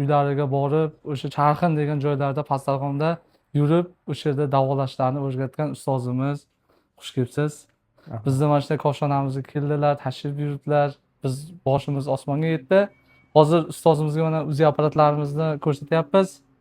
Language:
Uzbek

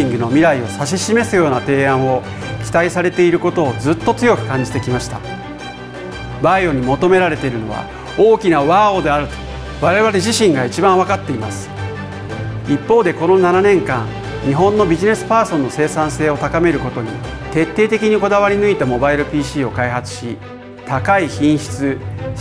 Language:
Japanese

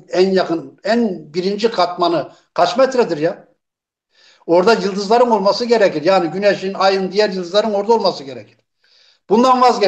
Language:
Turkish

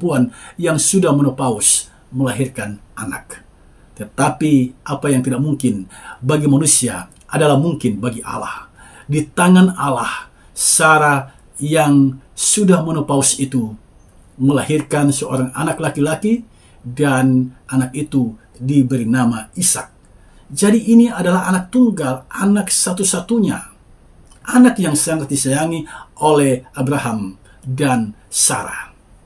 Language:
Indonesian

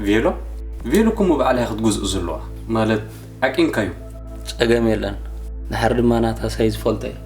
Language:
Tigrinya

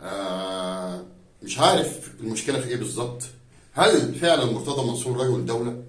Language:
Egyptian Arabic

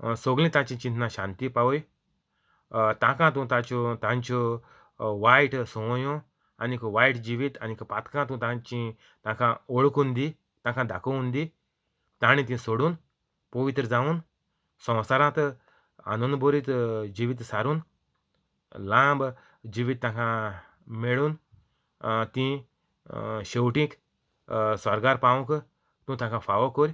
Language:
Konkani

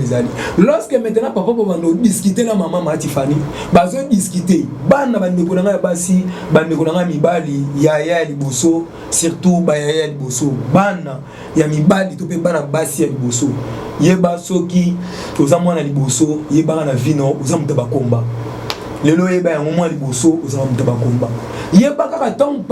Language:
Lingala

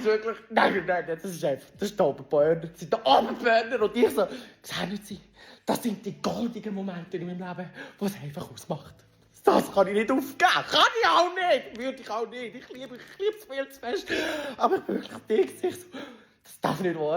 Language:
Swiss German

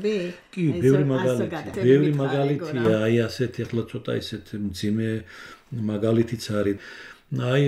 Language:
Georgian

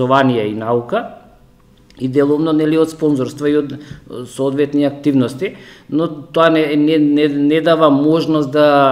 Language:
Macedonian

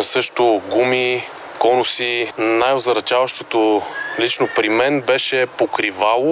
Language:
Bulgarian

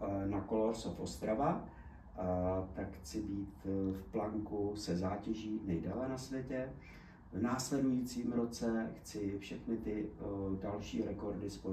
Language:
Czech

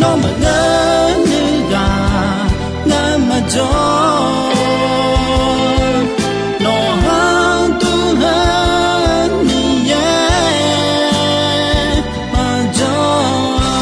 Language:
Akha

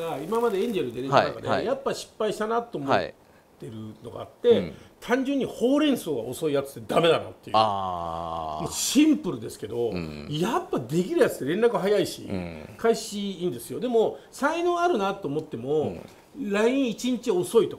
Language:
Japanese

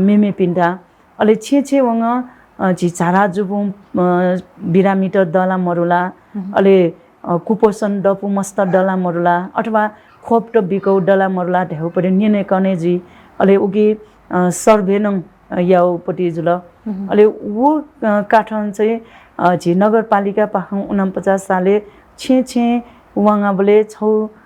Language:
Newari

